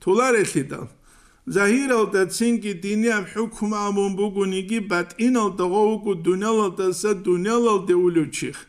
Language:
Avaric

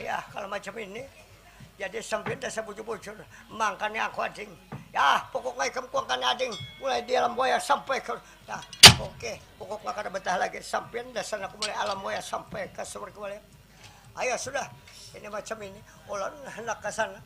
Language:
Banjar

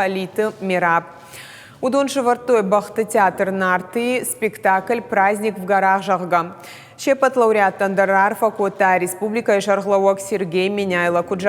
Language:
Ossetic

